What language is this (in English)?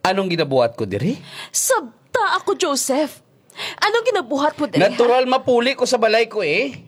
Hiligaynon